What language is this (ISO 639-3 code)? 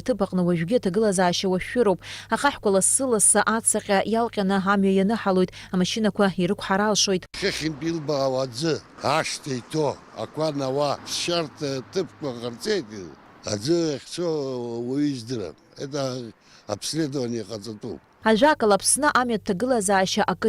abk